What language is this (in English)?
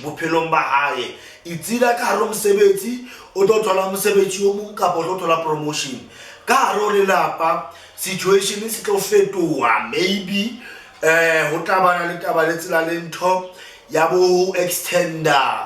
Southern Sotho